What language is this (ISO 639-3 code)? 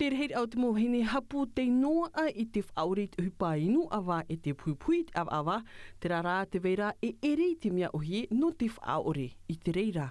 tah